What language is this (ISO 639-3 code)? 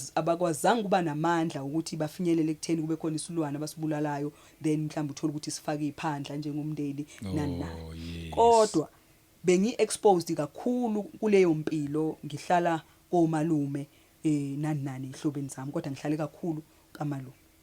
zul